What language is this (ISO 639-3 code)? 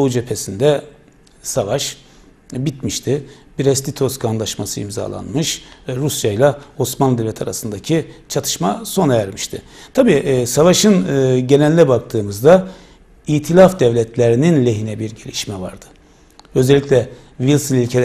tur